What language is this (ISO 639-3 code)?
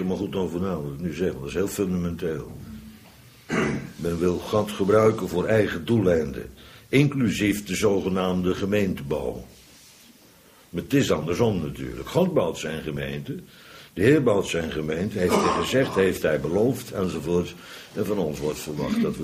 nld